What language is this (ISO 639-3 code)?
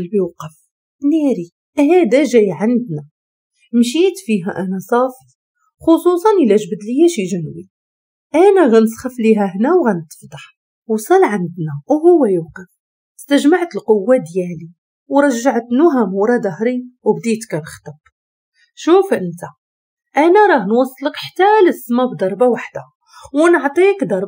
ary